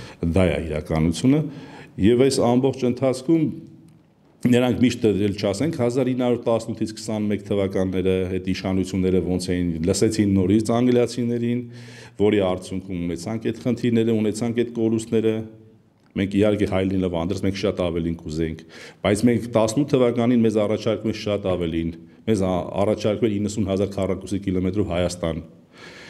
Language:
Armenian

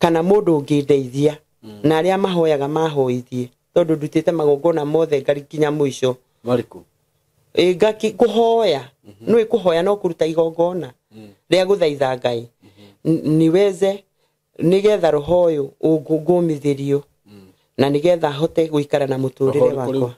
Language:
Kikuyu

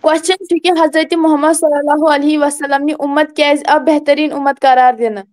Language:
Kashmiri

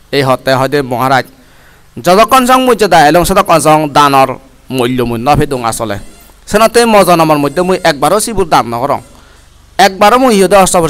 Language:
Chakma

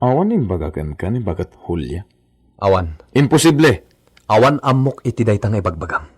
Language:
Iloko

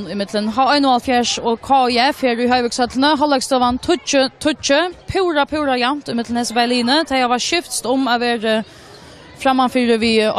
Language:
Faroese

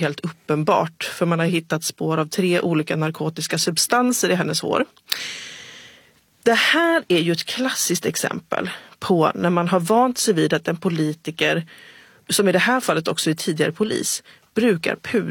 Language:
Swedish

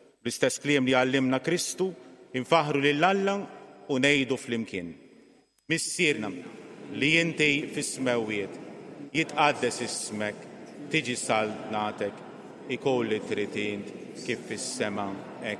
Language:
Maltese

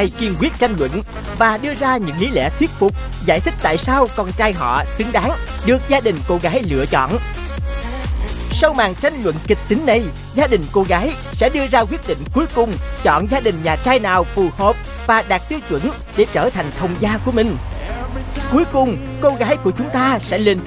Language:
Vietnamese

